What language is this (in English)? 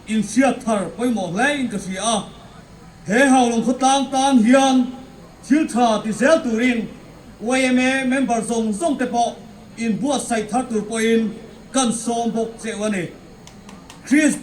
Mizo